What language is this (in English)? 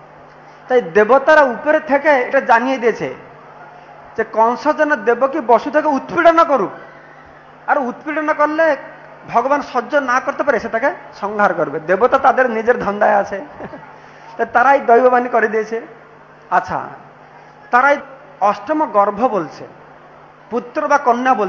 Bangla